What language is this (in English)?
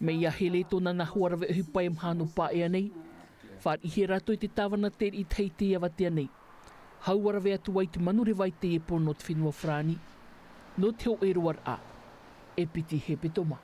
Tahitian